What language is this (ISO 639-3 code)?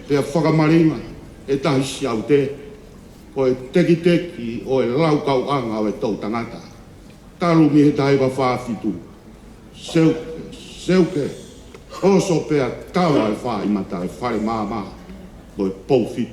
ton